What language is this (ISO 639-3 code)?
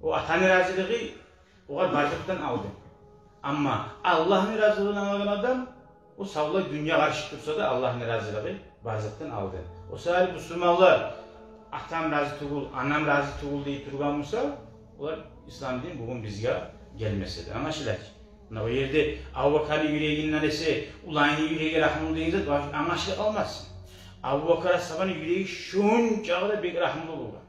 kum